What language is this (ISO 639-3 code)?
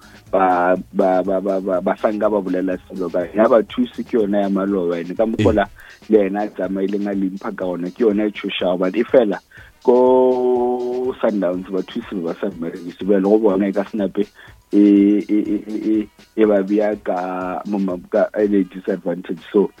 nso